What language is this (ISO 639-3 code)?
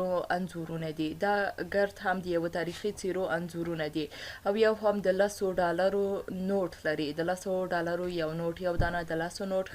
pus